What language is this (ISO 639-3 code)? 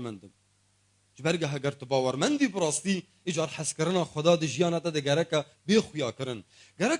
kur